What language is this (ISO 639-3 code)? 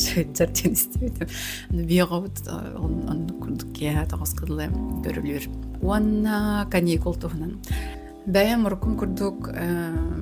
sah